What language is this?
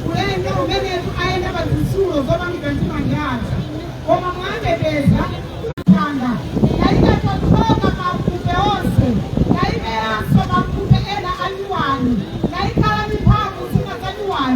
Nyanja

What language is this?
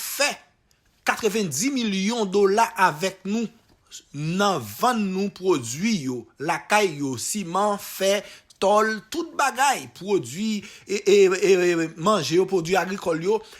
Haitian Creole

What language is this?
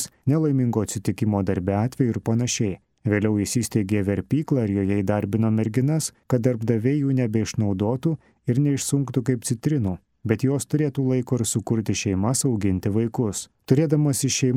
Lithuanian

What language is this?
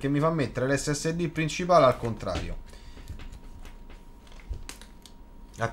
Italian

